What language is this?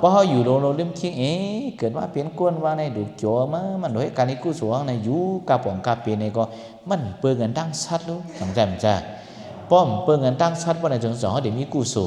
Shan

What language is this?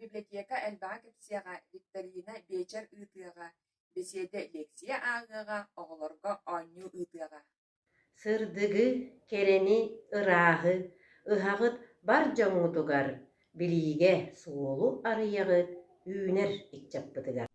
Yakut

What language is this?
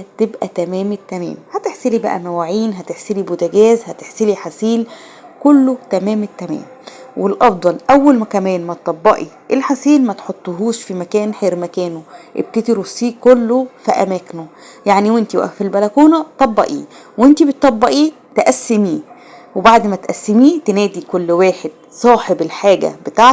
Egyptian Arabic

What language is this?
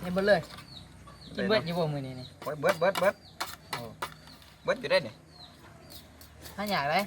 Lao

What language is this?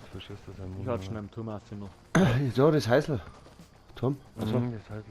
Bavarian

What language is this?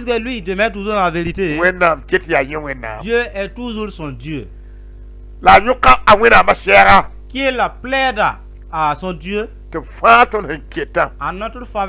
Mossi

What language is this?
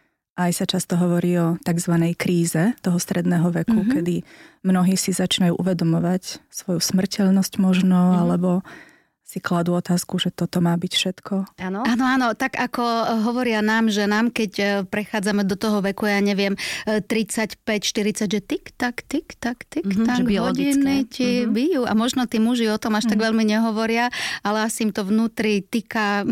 Slovak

